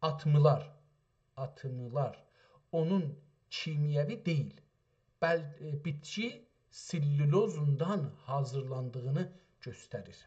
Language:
South Azerbaijani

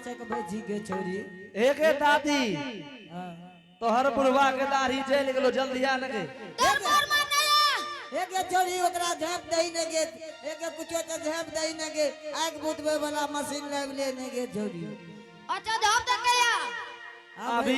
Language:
Angika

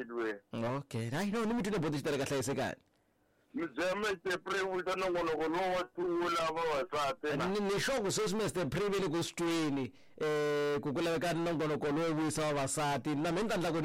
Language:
Tsonga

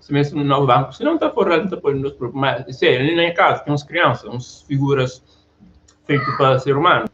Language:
Kabuverdianu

